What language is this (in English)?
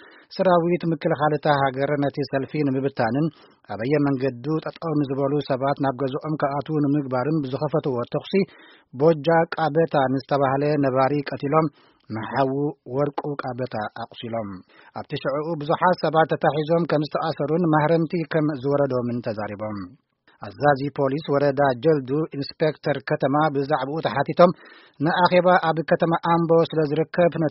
Tigrinya